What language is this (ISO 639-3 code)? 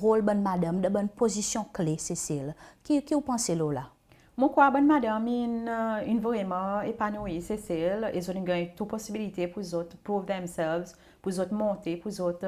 crs